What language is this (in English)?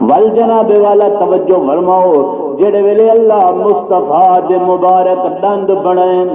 Saraiki